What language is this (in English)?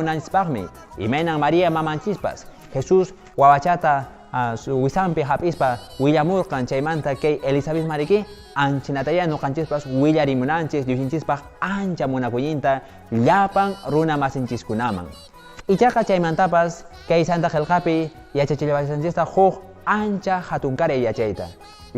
Quechua